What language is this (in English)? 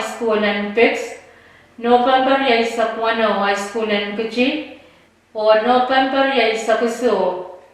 Pohnpeian